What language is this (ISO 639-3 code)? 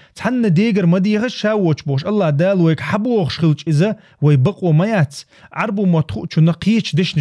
che